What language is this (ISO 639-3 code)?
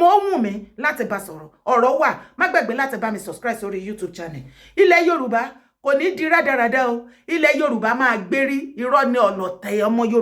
yor